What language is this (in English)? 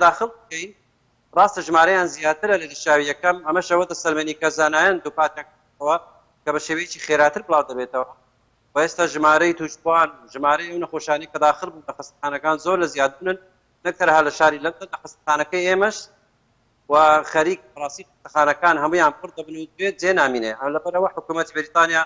Central Kurdish